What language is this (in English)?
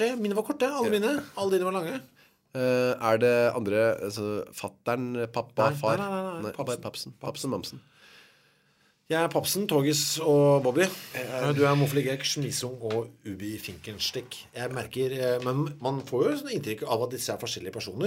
Norwegian